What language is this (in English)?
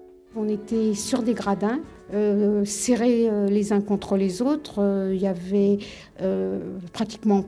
French